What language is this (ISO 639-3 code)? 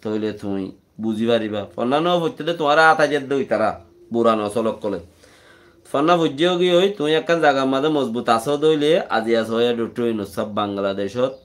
rhg